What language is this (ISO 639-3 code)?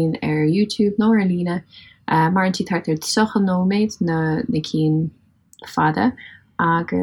gle